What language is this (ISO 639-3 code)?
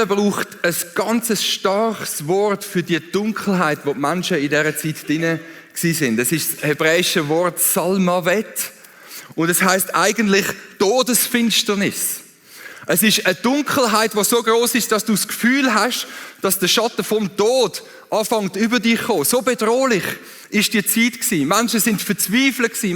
gsw